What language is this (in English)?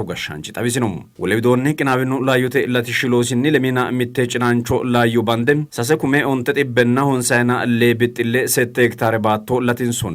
Sidamo